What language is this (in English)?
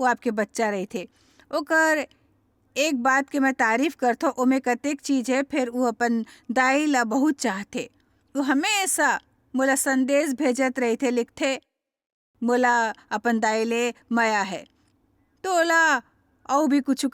Chhattisgarhi